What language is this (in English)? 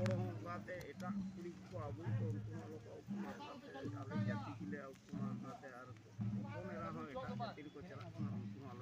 Santali